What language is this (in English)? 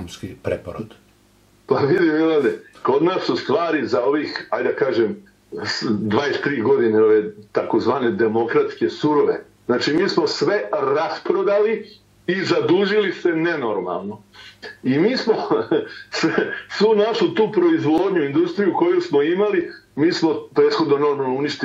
Serbian